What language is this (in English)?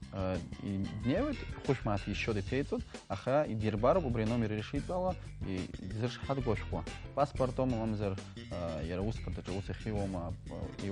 Abkhazian